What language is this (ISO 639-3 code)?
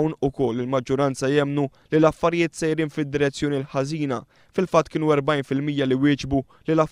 mlt